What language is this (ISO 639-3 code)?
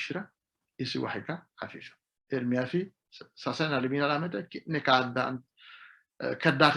sid